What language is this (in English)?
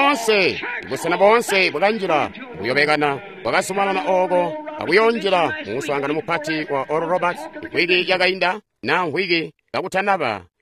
Tonga (Zambia)